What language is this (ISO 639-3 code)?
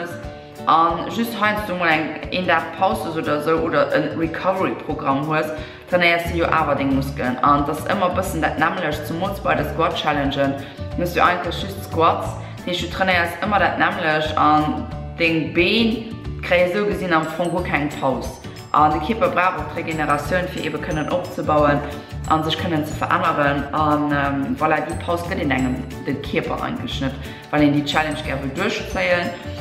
ltz